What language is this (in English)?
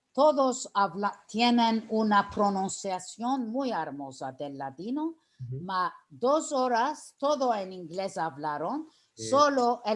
Ladino